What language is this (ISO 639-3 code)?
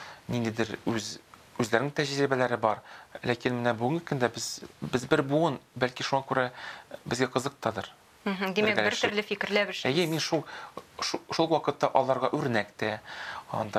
tat